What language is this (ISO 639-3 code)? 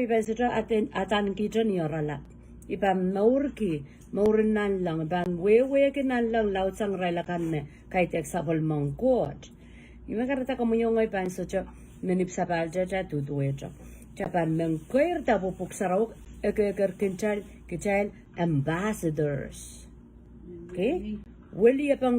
pon